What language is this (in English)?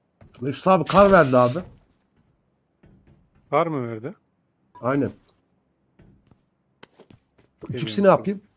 Turkish